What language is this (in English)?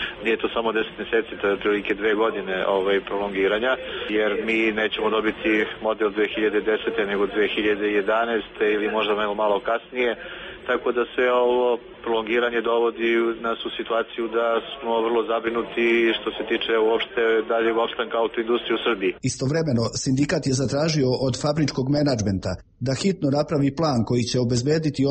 Serbian